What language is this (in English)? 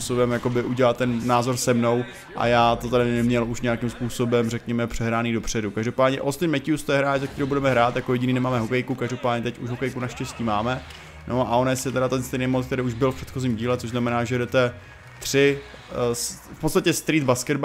Czech